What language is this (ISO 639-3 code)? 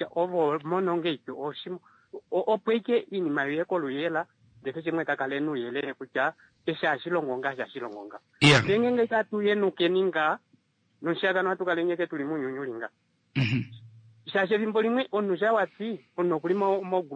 kua